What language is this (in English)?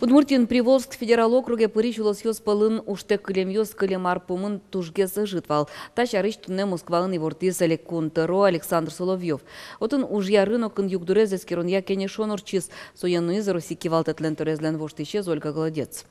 Udmurt